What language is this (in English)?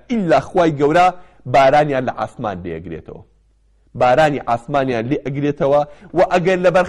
Central Kurdish